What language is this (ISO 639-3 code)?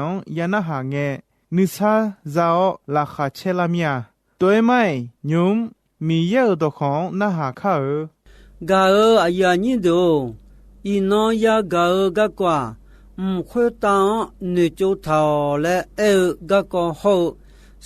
ahk